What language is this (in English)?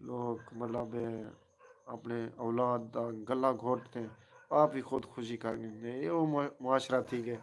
Saraiki